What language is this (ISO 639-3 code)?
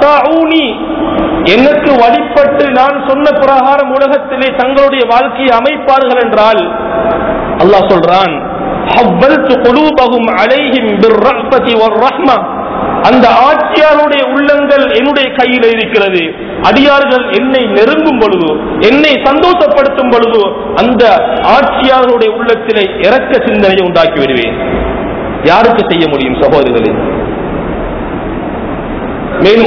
tam